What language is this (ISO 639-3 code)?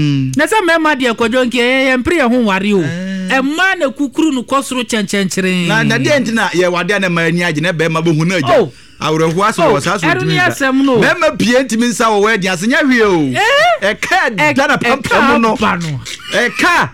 aka